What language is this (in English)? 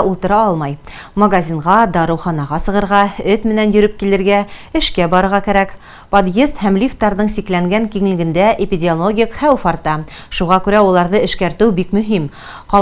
Bashkir